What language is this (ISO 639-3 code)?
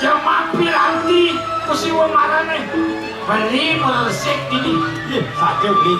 ban